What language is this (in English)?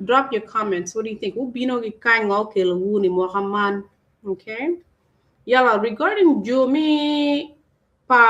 Acoli